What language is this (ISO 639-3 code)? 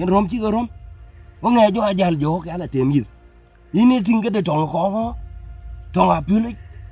din